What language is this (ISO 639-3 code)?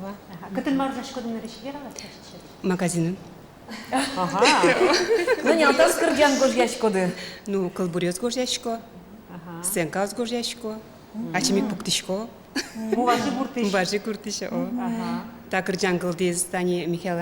udm